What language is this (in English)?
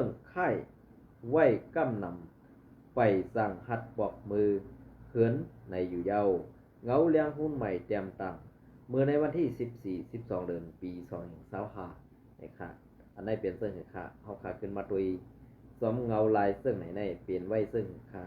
Shan